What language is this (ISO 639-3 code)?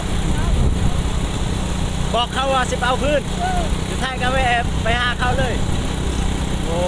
lao